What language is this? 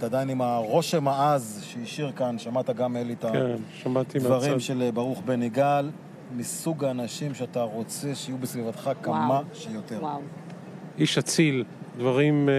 Hebrew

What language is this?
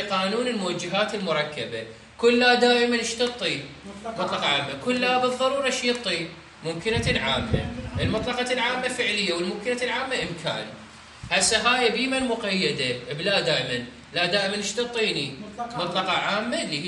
Mesopotamian Arabic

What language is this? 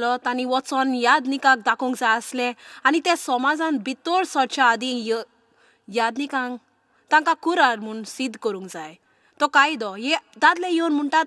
Konkani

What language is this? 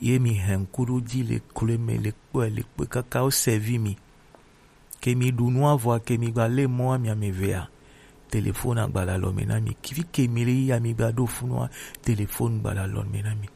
Gen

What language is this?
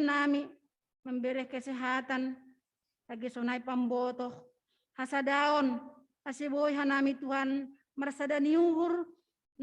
Batak Simalungun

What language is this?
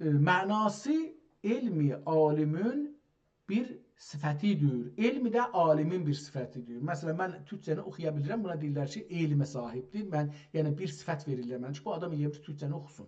South Azerbaijani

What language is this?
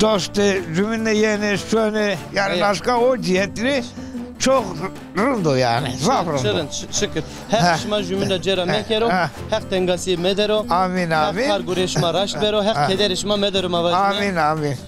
Zaza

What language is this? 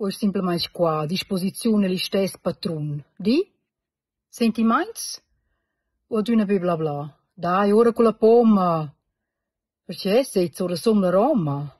Romansh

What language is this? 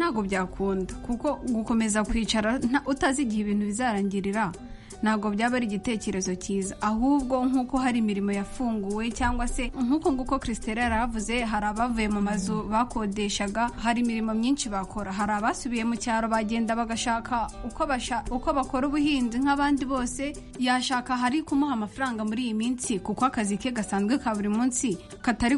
Kinyarwanda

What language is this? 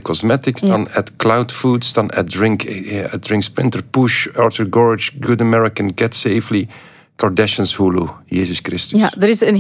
Dutch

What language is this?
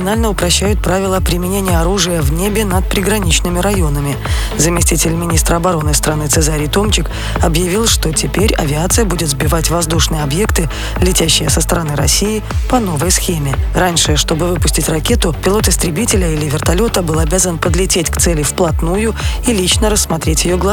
Russian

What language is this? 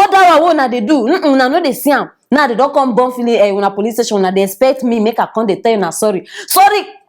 Nigerian Pidgin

